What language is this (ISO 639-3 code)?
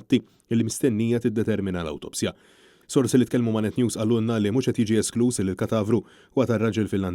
mlt